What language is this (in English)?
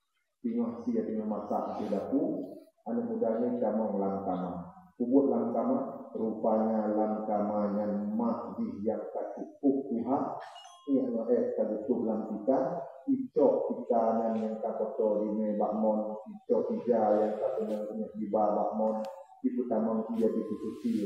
Achinese